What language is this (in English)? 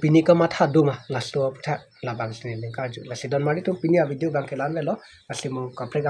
Karbi